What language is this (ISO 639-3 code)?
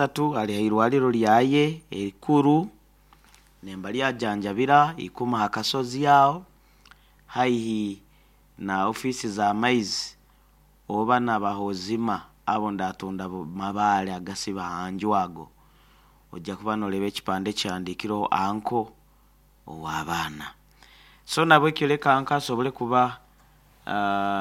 nyo